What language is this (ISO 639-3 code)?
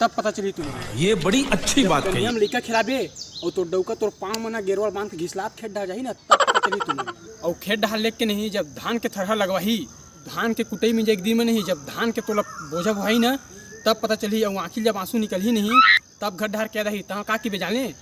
hne